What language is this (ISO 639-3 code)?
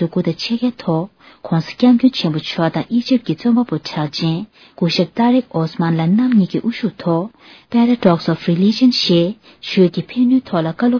bod